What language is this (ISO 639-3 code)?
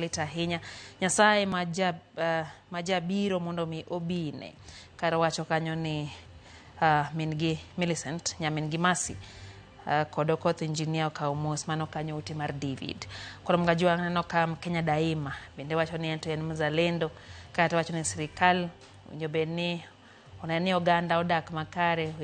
luo